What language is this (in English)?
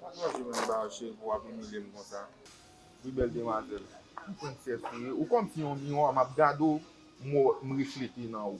Haitian Creole